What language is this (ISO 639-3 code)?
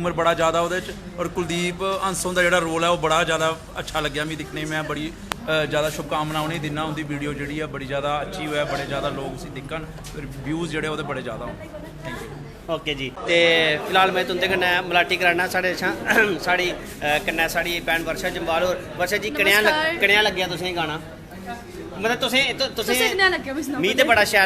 doi